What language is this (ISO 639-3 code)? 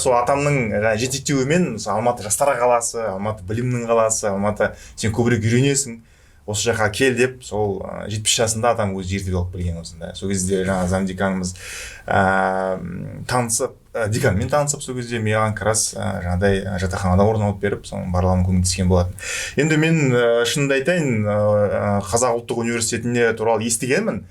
kaz